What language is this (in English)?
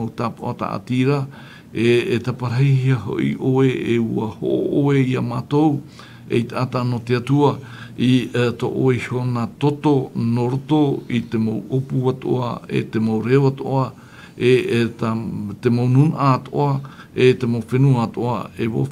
Tahitian